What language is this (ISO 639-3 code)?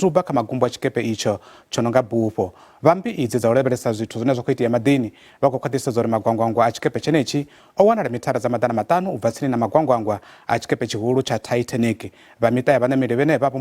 ven